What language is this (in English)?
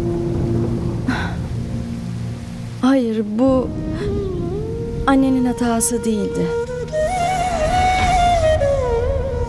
Turkish